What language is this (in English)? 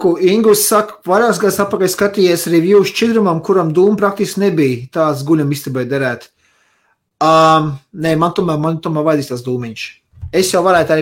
Latvian